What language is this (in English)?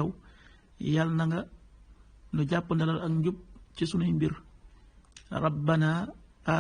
Wolof